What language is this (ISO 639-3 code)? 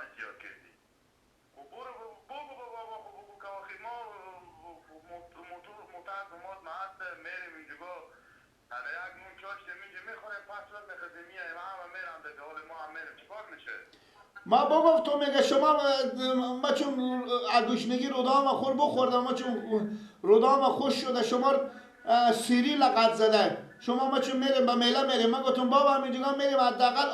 fas